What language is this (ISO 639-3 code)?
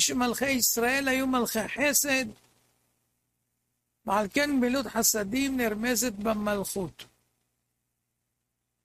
heb